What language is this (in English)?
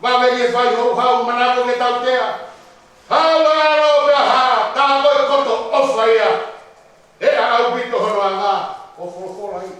Tongan